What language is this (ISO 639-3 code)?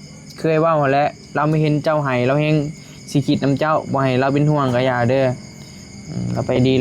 tts